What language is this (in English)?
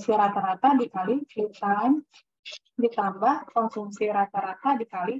Indonesian